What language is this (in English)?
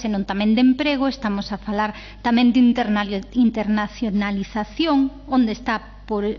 Galician